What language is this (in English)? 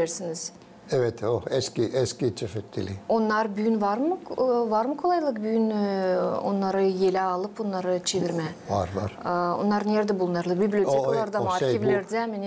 Gagauz